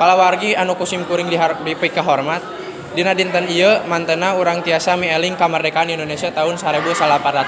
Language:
Sundanese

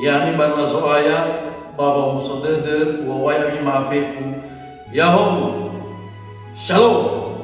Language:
Nias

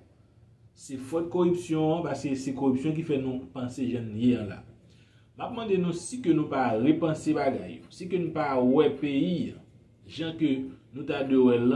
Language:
Haitian Creole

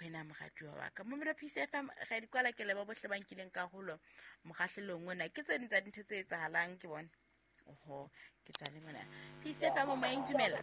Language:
Southern Sotho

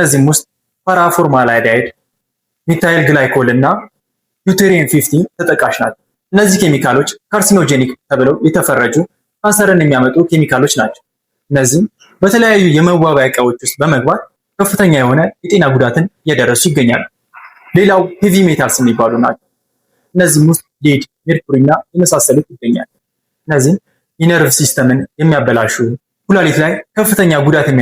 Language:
Amharic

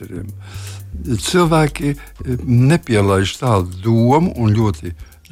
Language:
Latvian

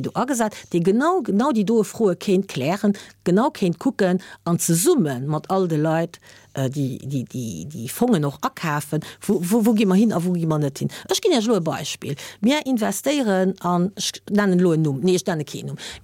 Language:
Luxembourgish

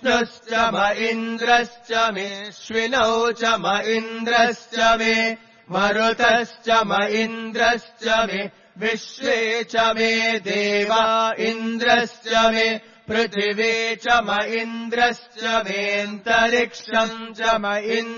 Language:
Sanskrit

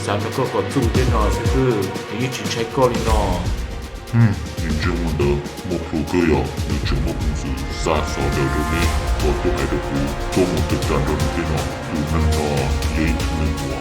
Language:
Hmong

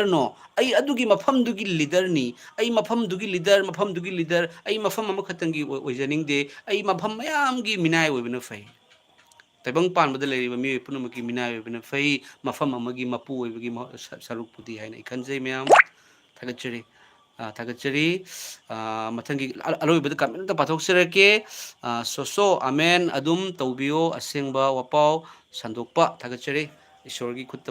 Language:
Manipuri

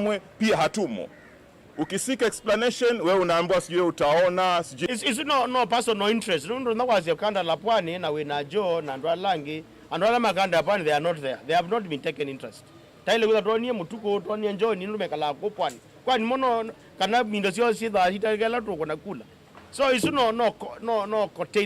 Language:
Kamba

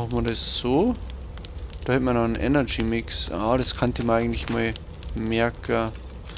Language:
Bavarian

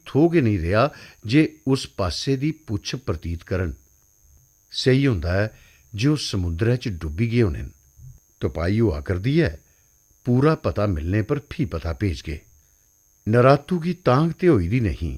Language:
Dogri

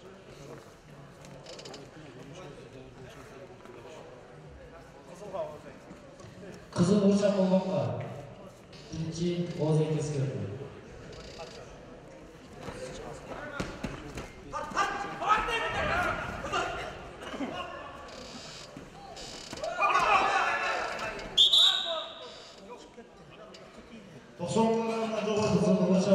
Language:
Kazakh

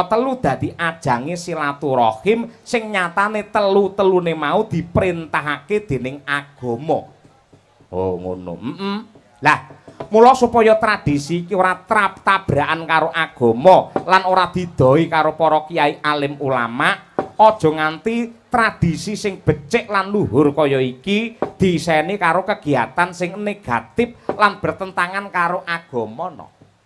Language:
Javanese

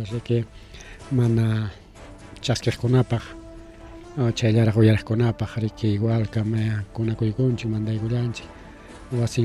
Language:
Ayacucho Quechua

